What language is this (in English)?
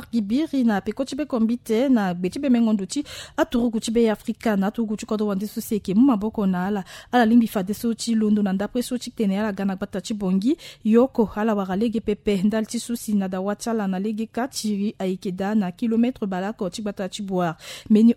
Sango